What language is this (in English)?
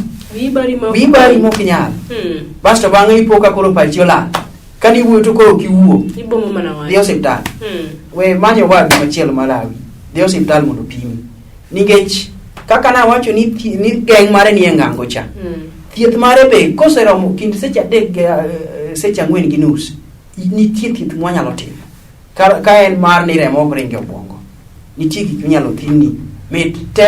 Luo (Kenya and Tanzania)